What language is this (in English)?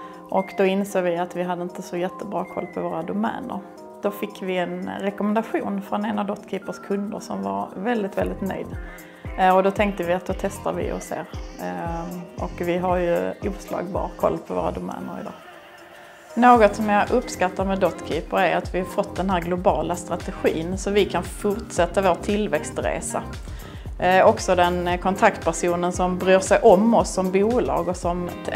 Swedish